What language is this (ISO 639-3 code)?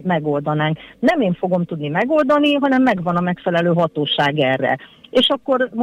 hun